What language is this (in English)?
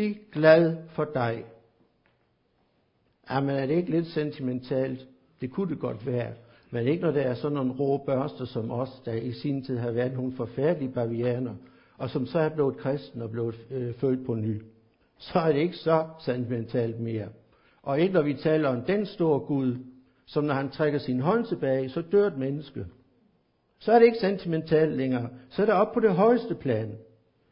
Danish